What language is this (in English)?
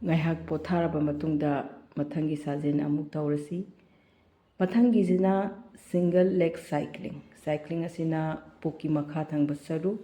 Manipuri